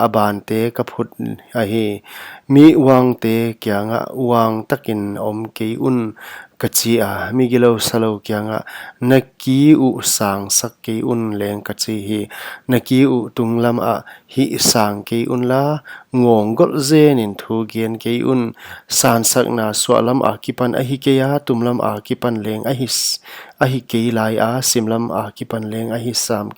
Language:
Paite Chin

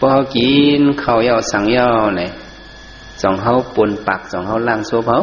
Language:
Shan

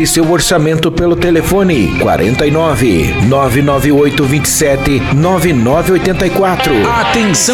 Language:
Portuguese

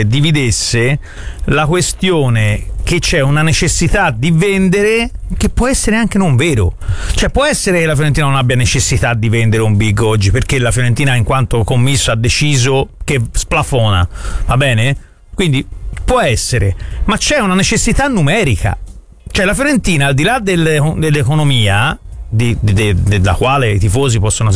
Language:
Italian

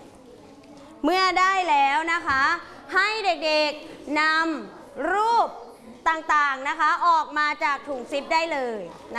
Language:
Thai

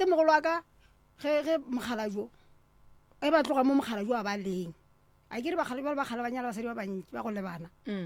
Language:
Northern Sotho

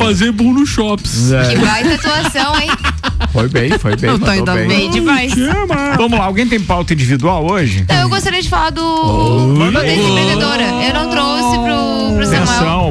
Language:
Portuguese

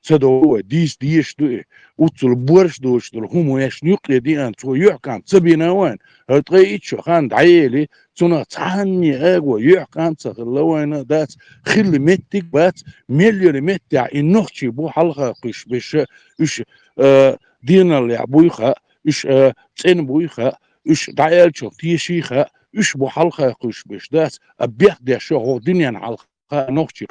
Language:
Chechen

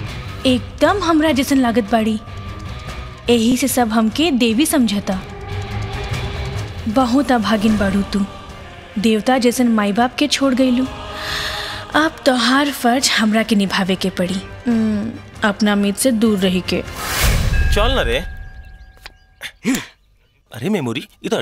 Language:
Bhojpuri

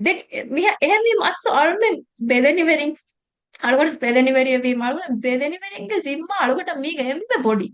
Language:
Divehi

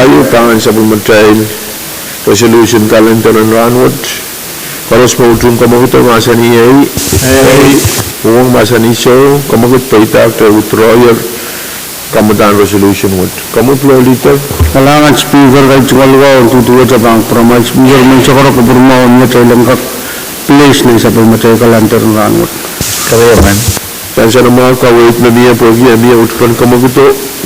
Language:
Pohnpeian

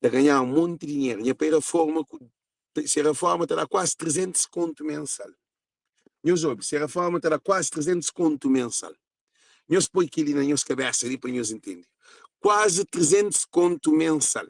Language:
Kabuverdianu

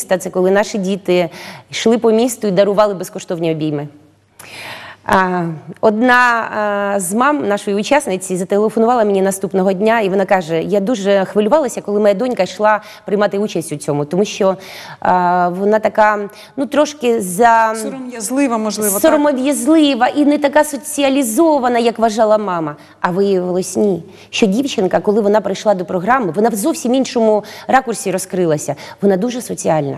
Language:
Ukrainian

